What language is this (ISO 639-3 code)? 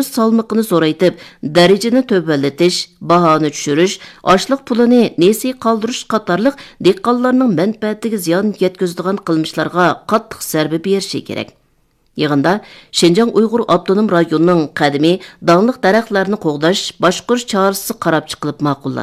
uig